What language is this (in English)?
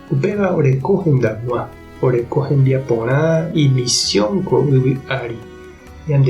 Guarani